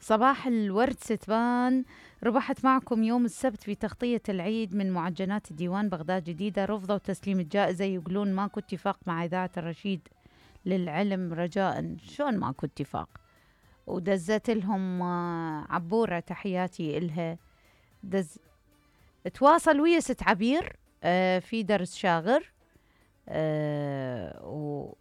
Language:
Mesopotamian Arabic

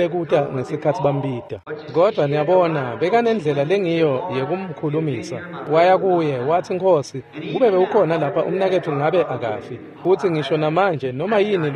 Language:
Swati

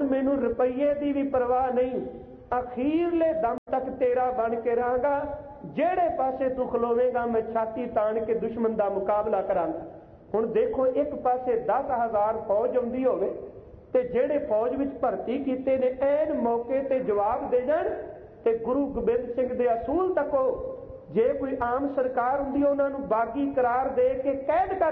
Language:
Punjabi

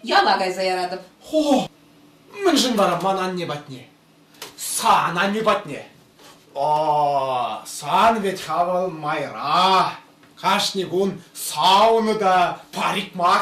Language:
Chuvash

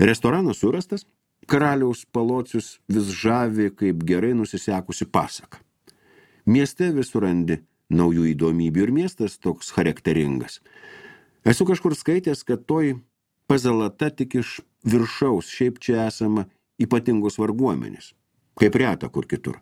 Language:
Lithuanian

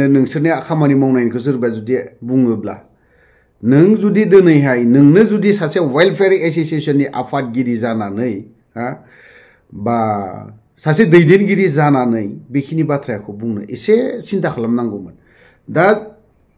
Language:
Bodo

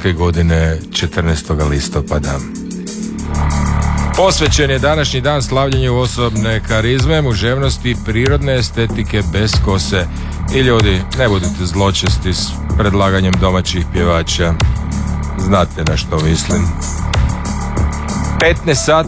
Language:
Croatian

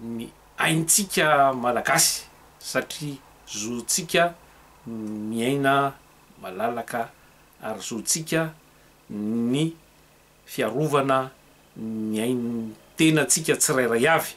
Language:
Malagasy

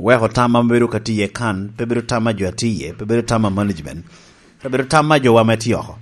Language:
Lango (Uganda)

